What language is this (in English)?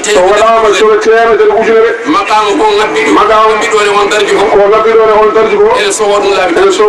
Fula